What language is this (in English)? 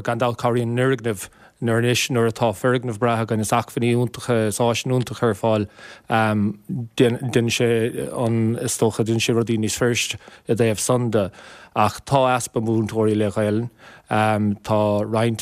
Irish